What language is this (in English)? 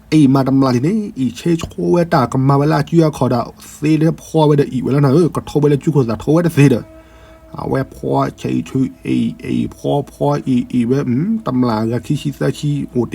S'gaw Karen